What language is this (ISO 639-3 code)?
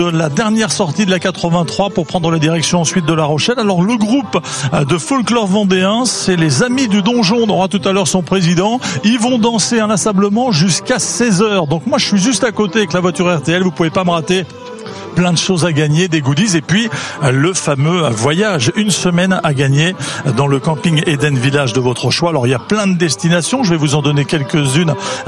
fra